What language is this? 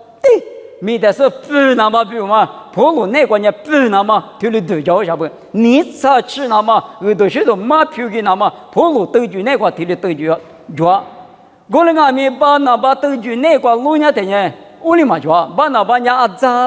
Lisu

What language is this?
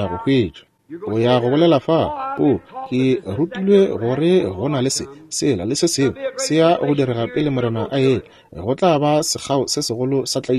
Northern Sotho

